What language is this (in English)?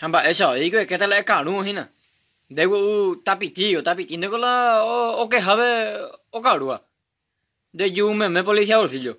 Guarani